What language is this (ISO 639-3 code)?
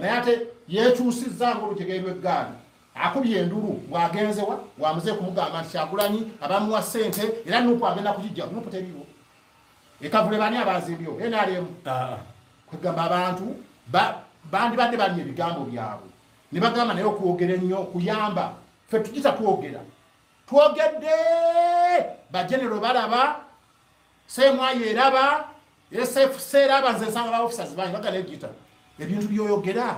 lug